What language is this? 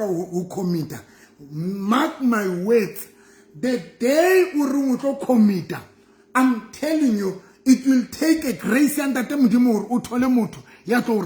Southern Sotho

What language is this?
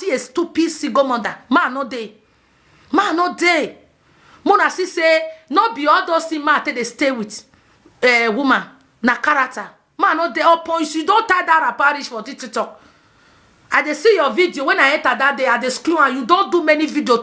Nigerian Pidgin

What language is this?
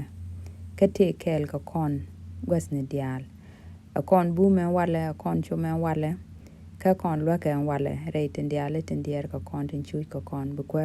Nuer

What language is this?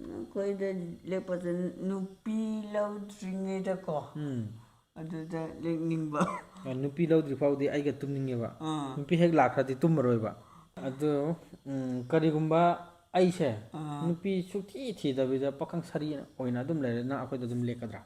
Manipuri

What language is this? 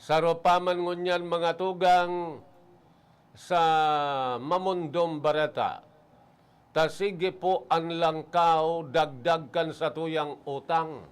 Bikol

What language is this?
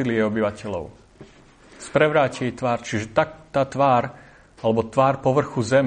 Slovak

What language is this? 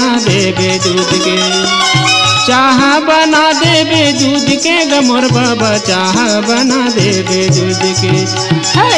Chhattisgarhi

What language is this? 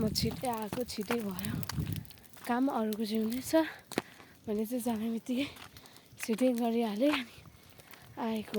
Nepali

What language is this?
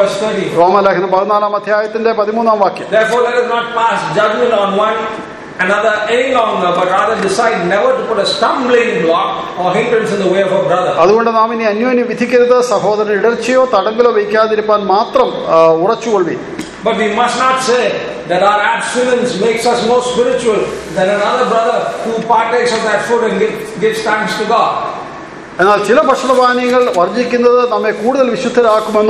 Malayalam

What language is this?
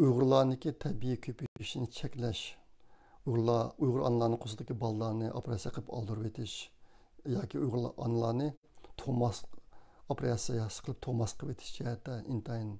Uyghur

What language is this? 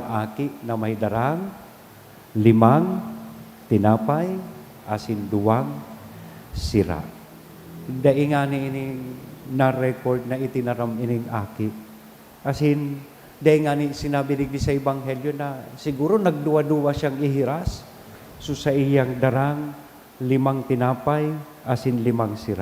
Bikol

